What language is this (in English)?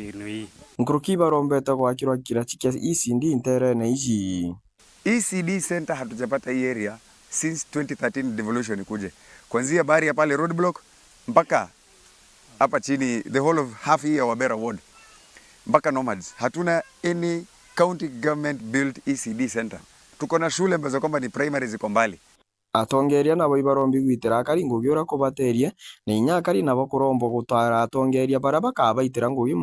Meru